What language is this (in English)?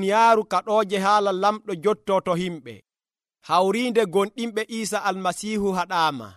Nigerian Fulfulde